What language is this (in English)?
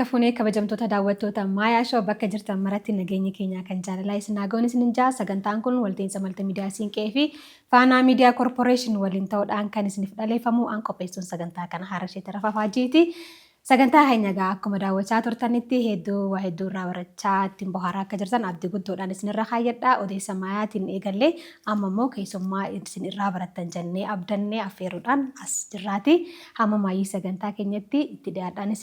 Oromo